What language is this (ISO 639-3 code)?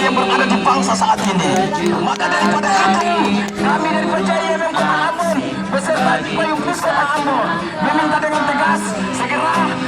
abs